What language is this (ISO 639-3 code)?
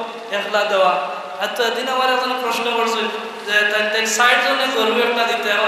syl